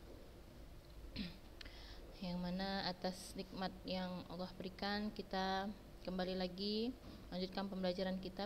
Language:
Indonesian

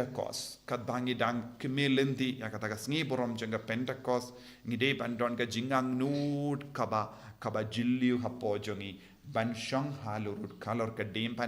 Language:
Khasi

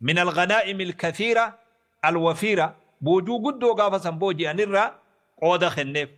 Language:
Oromo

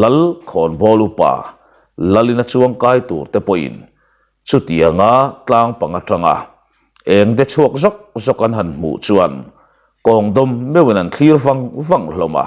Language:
Mizo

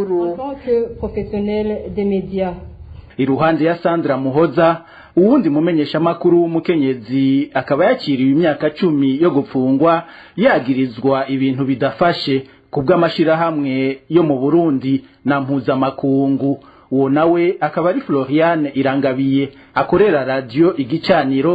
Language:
Rundi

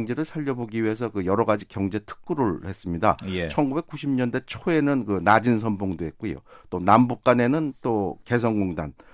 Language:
Korean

